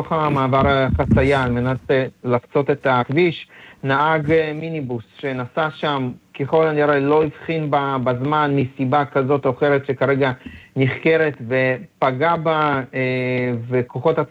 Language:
Hebrew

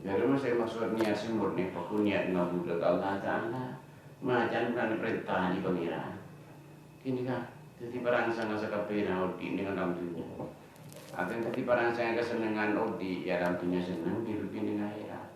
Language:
Madurese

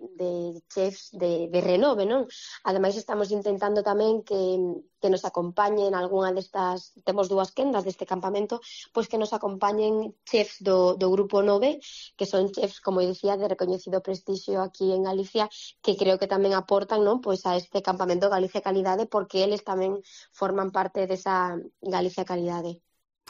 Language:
Galician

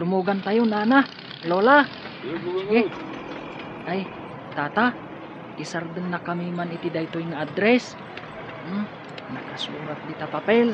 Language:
Iloko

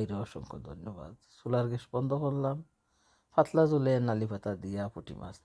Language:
Sylheti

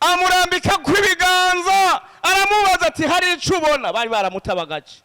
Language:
Rundi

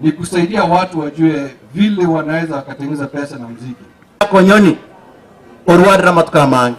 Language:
Gusii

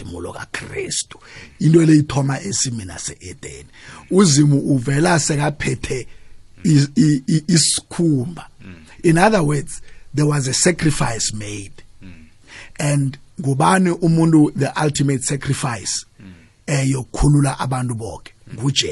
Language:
South Ndebele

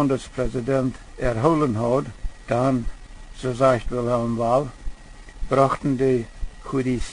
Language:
Plautdietsch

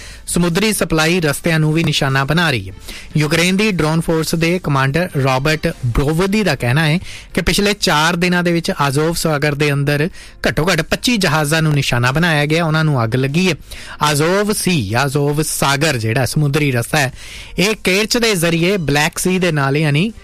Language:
Punjabi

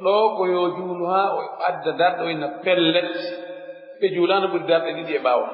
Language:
Pular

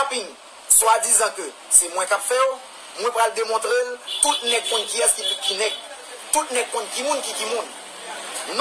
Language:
Haitian Creole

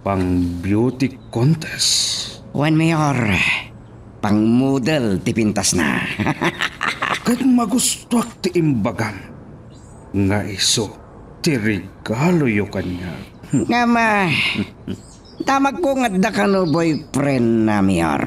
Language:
Iloko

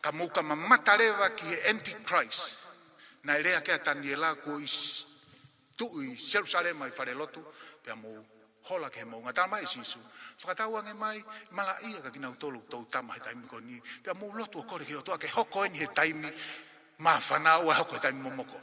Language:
Tongan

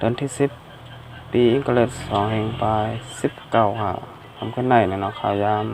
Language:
Shan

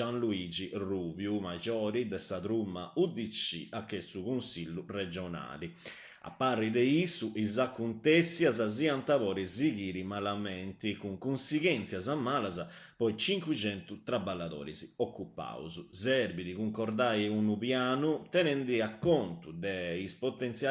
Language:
Sardinian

